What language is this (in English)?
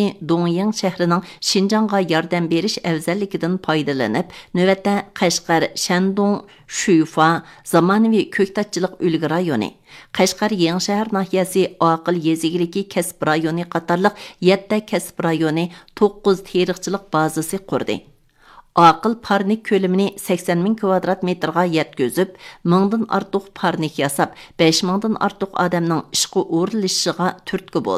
Uyghur